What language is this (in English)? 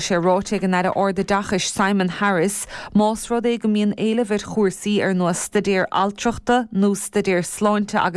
Irish